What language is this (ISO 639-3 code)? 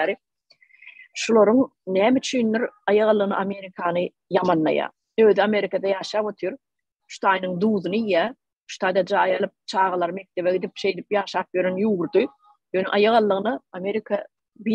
tuk